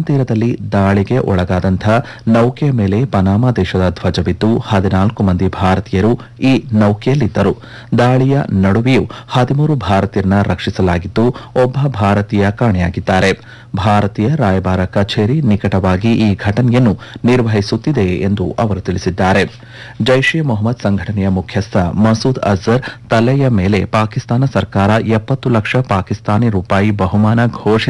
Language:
Kannada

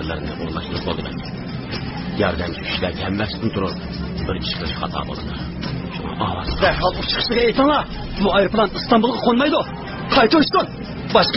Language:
Uyghur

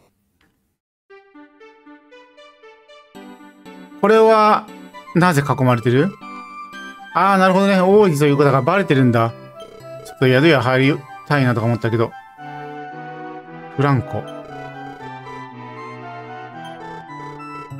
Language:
Japanese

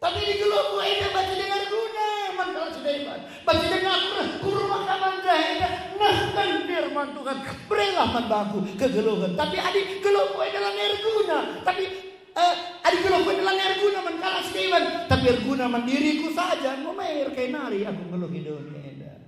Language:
Batak Karo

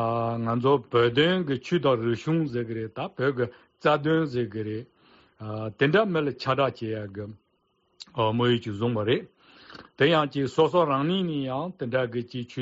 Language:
Latvian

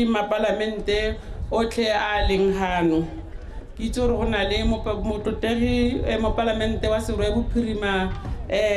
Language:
Tswana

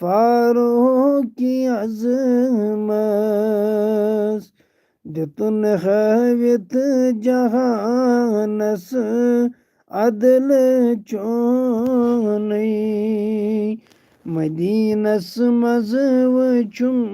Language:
Kashmiri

